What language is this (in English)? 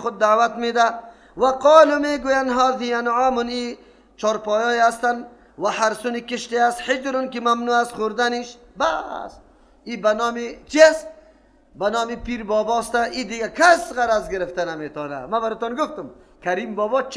Persian